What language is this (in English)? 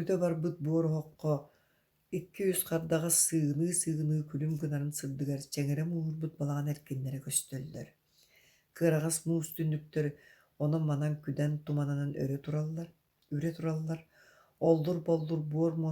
Yakut